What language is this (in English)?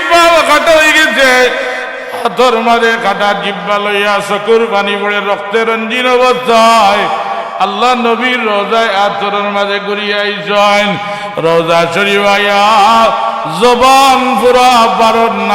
Sylheti